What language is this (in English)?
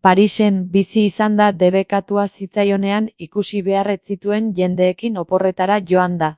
Basque